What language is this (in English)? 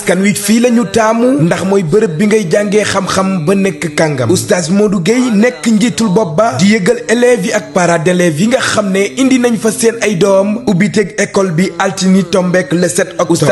Wolof